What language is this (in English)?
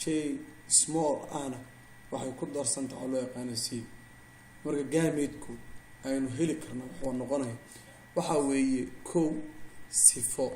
Somali